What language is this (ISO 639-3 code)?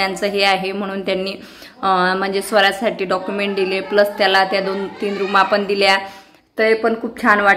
mar